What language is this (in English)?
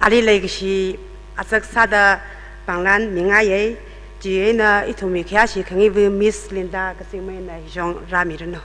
Tangkhul Naga (India)